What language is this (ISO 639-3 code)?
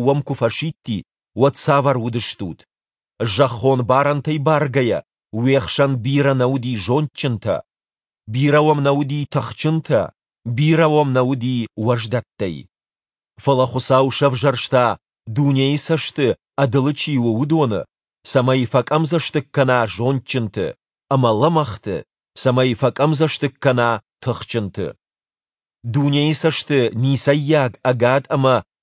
oss